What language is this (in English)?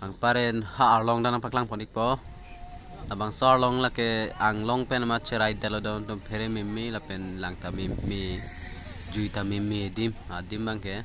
Karbi